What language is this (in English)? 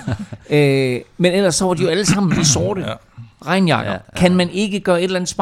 Danish